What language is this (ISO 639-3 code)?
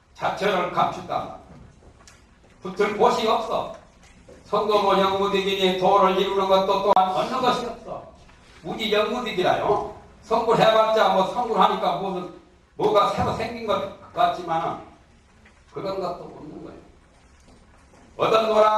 kor